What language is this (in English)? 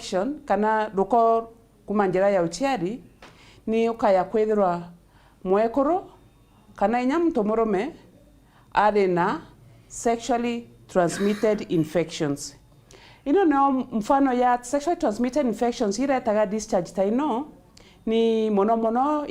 Meru